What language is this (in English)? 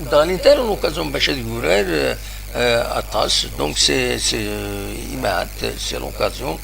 Kabyle